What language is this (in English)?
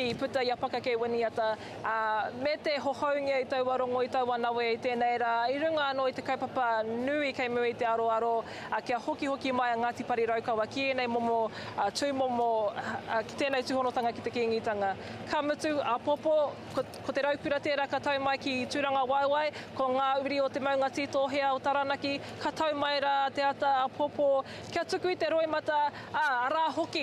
Māori